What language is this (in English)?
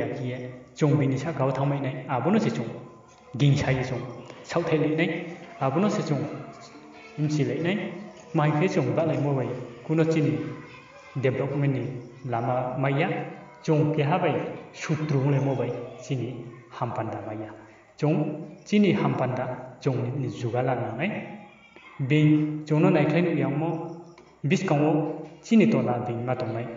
Riang (India)